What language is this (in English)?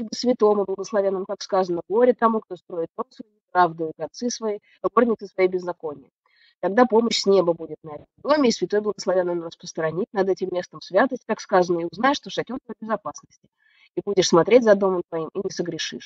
Russian